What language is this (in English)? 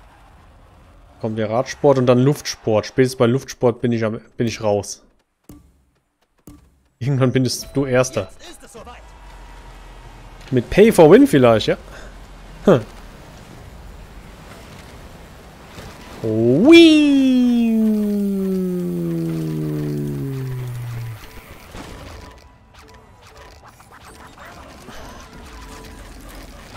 German